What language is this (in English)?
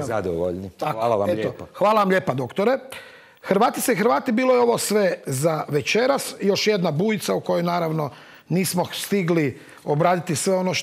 Croatian